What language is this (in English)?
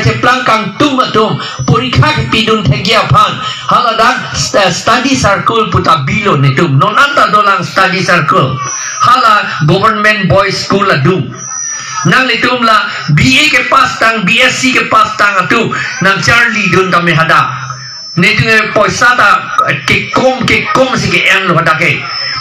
Karbi